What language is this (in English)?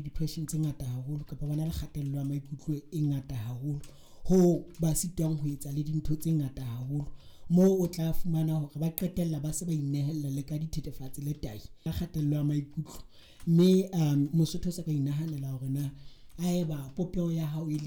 Southern Sotho